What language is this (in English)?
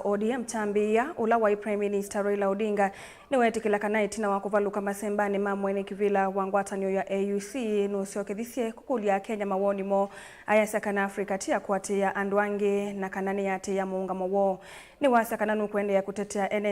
Kamba